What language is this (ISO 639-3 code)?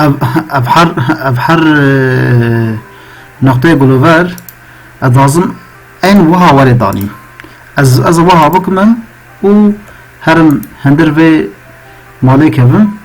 kur